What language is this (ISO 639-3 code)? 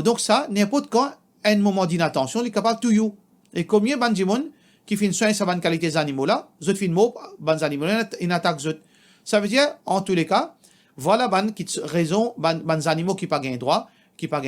mfe